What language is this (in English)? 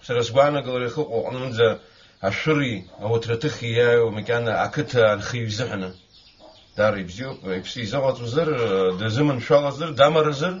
Abkhazian